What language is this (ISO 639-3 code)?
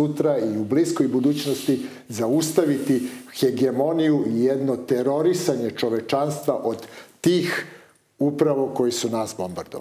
srp